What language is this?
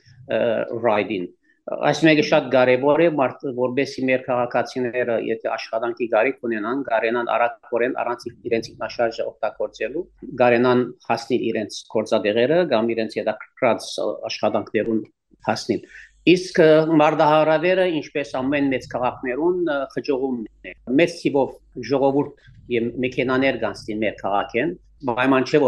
Western Armenian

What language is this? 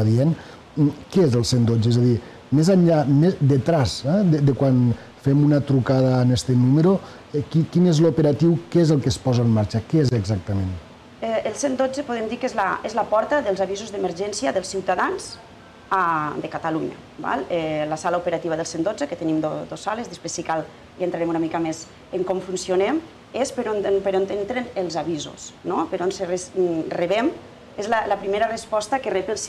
Catalan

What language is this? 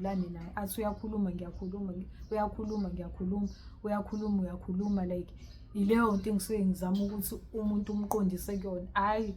Zulu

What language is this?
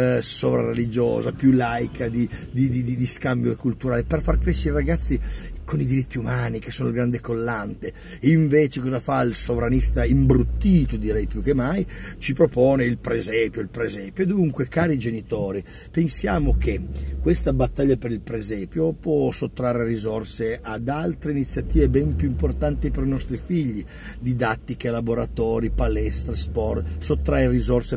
Italian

